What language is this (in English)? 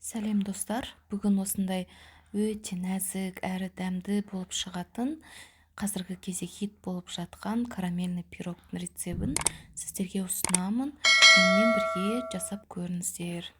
Kazakh